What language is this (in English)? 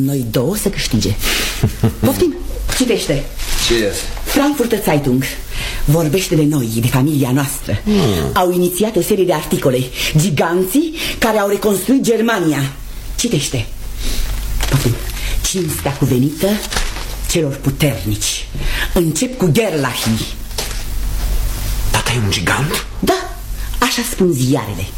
Romanian